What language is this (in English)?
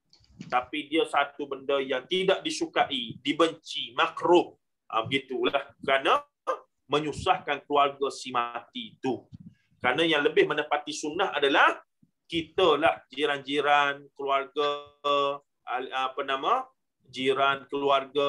Malay